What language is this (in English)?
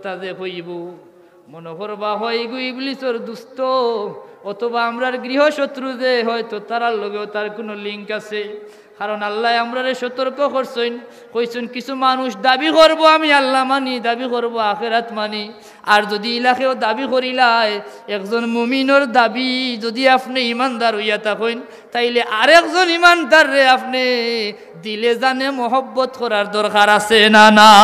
Sylheti